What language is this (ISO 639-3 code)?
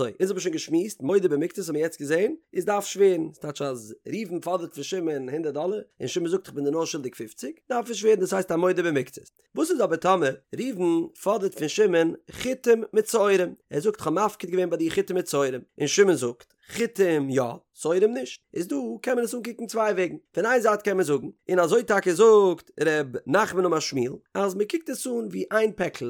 yid